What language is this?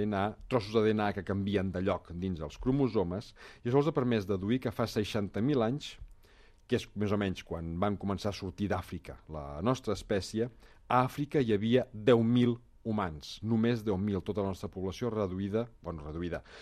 Catalan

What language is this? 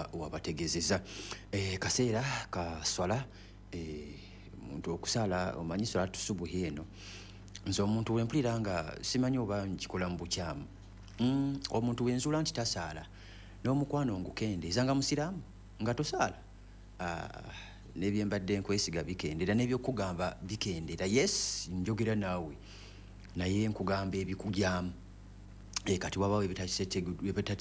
Ganda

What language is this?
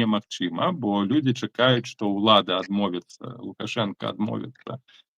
Belarusian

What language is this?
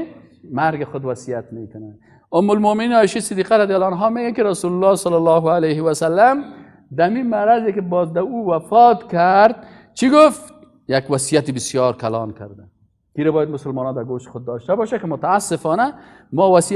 Persian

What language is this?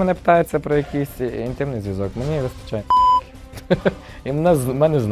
Ukrainian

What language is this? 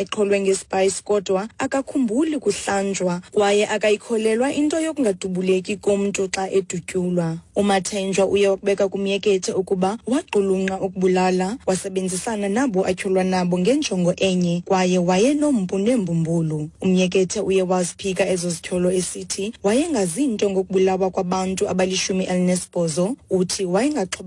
Xhosa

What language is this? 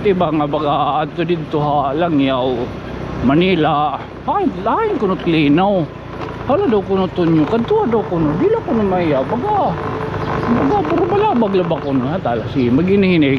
Waray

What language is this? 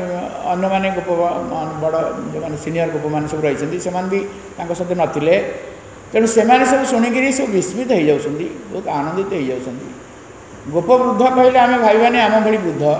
Odia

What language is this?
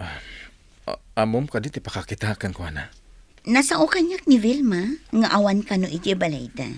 Iloko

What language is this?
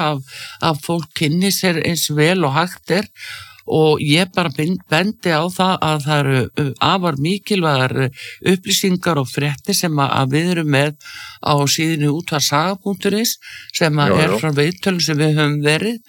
Icelandic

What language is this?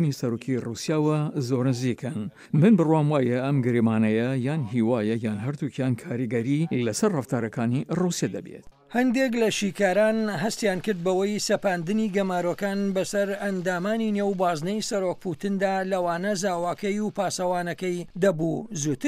Central Kurdish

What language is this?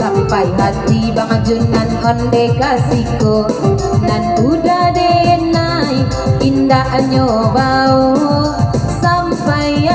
Minangkabau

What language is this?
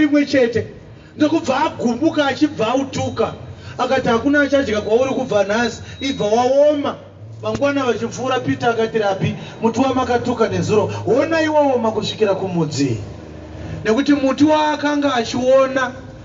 Shona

